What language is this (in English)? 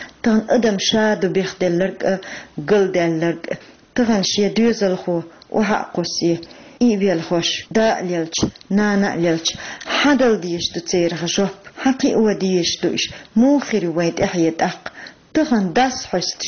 Chechen